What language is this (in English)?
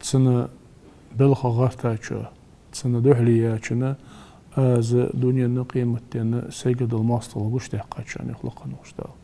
Ingush